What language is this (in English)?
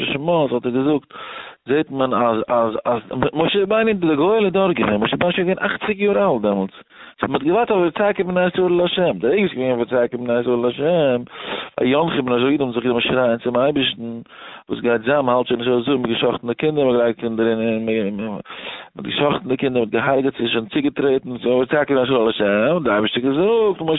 Yiddish